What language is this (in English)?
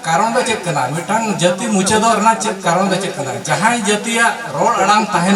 Santali